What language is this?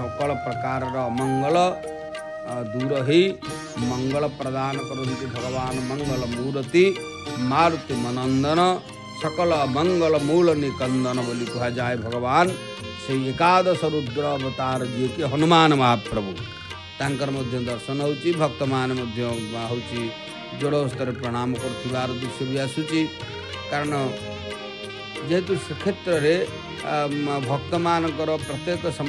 Odia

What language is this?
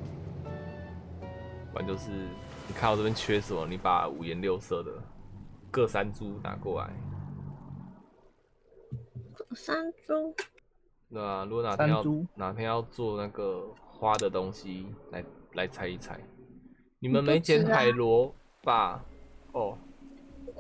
Chinese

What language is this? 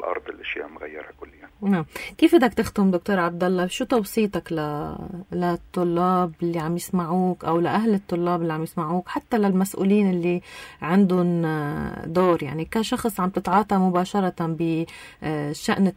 North Levantine Arabic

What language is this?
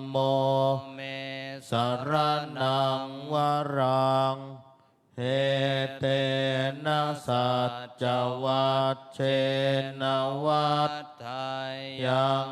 Pali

